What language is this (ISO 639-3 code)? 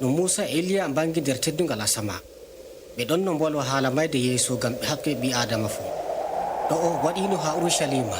fub